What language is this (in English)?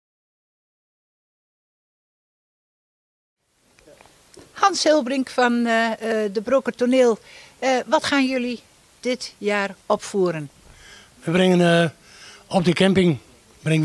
Dutch